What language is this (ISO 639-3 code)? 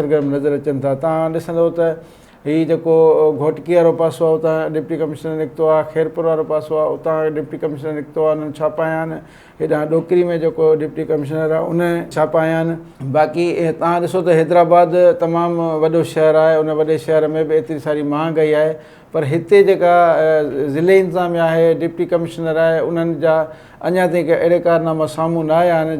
snd